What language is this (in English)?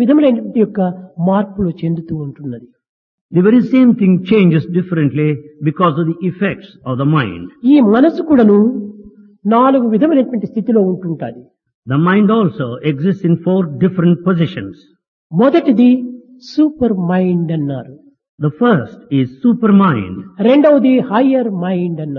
Telugu